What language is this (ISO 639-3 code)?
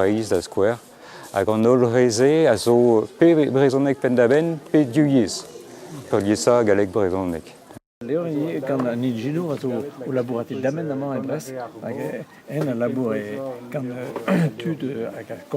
bre